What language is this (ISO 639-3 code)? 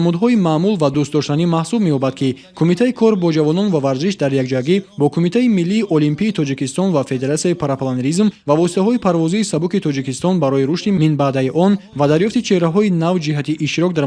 tgk